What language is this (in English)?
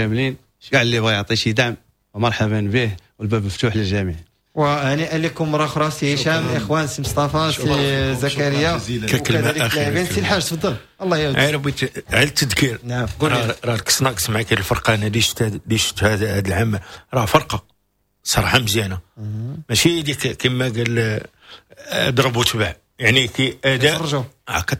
Moroccan Arabic